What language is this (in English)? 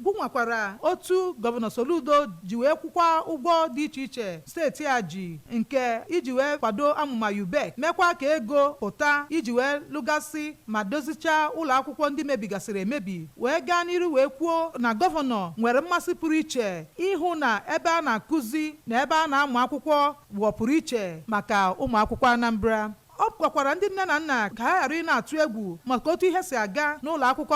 Igbo